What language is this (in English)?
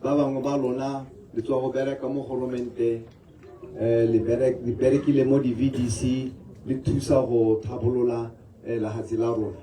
Tswana